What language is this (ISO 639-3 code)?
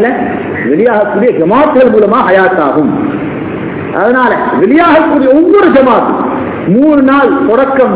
tam